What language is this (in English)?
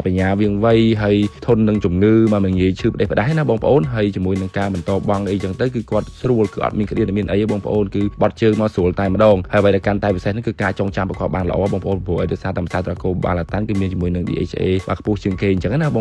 Khmer